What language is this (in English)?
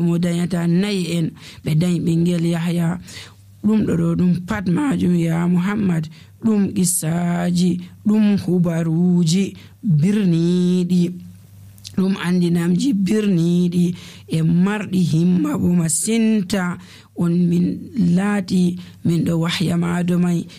Nigerian Fulfulde